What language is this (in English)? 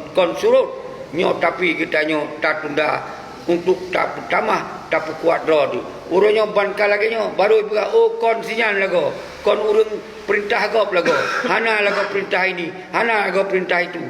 Achinese